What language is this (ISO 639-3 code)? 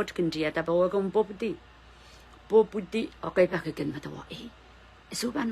pon